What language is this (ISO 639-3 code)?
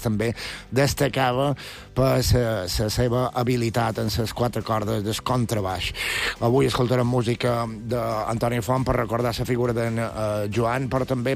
cat